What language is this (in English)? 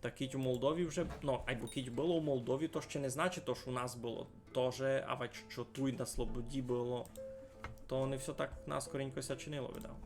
Rusyn